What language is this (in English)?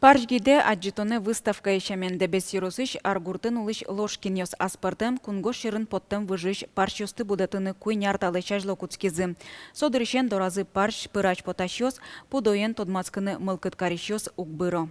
Udmurt